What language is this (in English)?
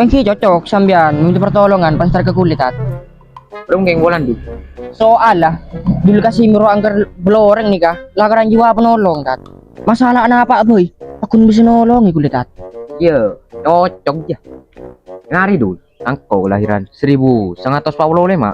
Madurese